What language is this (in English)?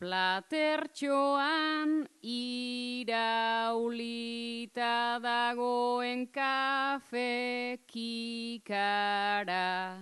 Basque